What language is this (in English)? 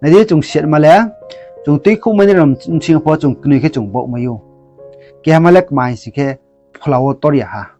Riang (India)